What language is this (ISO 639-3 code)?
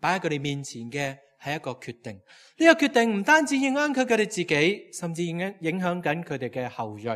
yue